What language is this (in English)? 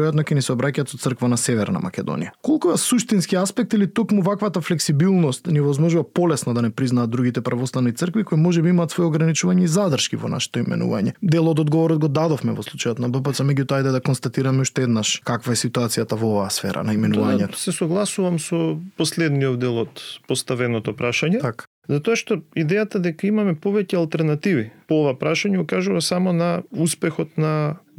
Macedonian